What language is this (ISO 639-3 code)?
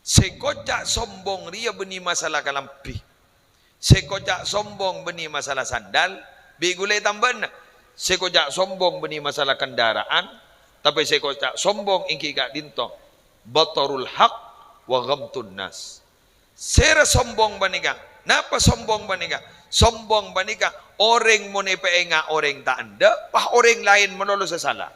mad